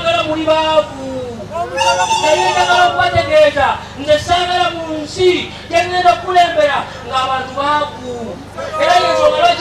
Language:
Ganda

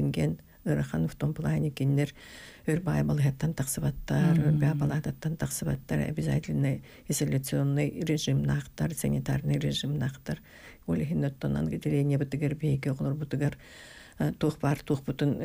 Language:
Yakut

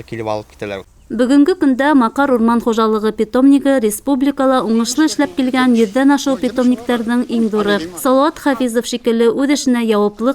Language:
Bashkir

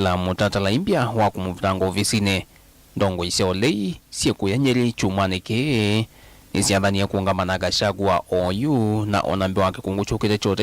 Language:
Kamba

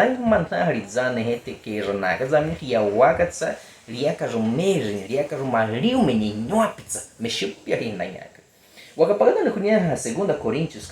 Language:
Baniwa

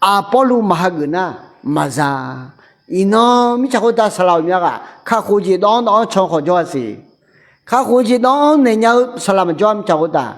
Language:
Akha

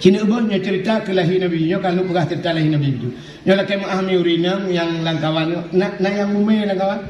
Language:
Achinese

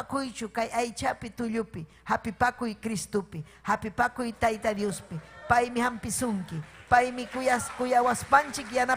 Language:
Ayacucho Quechua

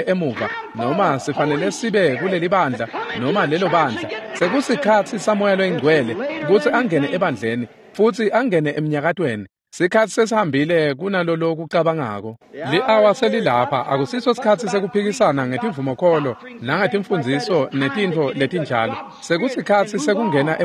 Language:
Swati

